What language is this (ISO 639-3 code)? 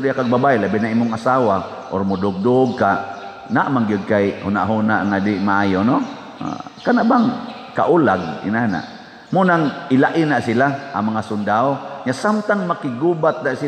ceb